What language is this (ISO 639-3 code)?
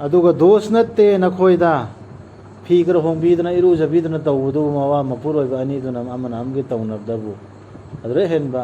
mni